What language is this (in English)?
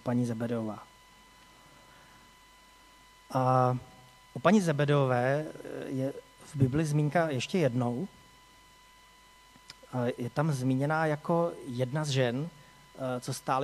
Czech